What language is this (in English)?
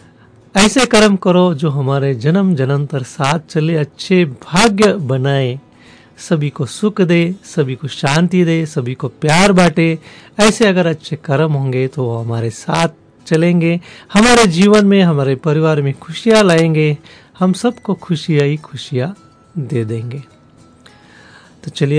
Hindi